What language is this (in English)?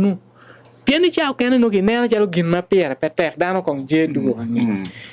Acoli